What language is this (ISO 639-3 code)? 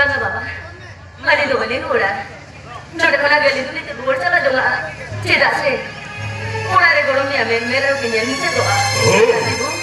sat